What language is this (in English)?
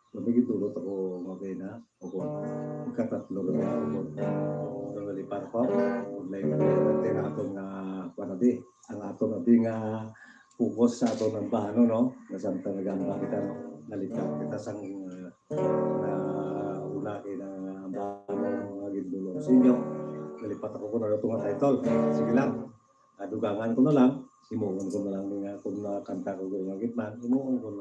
Hiligaynon